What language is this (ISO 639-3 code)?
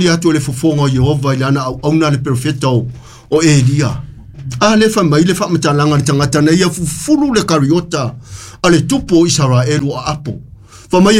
smo